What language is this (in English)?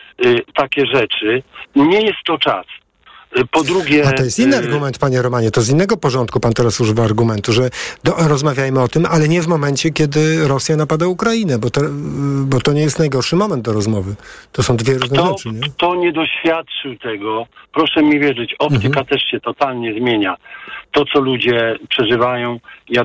Polish